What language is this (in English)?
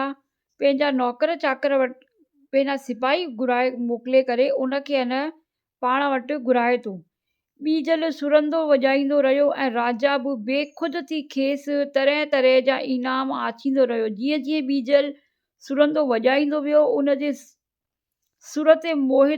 Sindhi